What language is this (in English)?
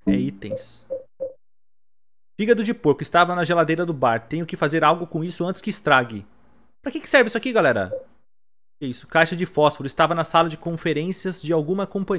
Portuguese